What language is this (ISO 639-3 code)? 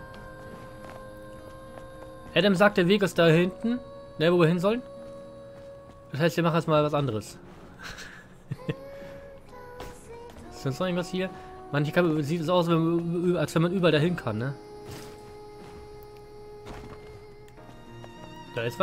deu